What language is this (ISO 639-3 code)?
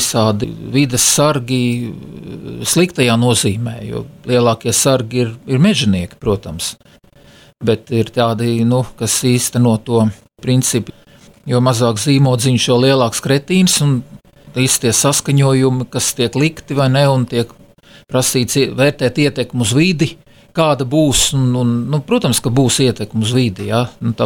lav